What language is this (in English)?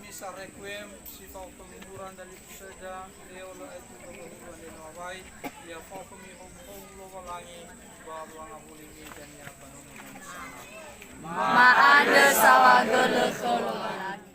Nias